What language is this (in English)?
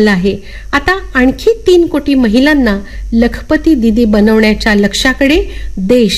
Marathi